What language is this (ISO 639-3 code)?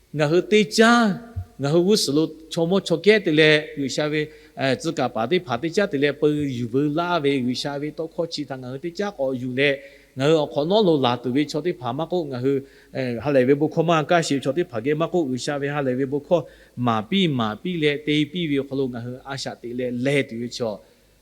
lhu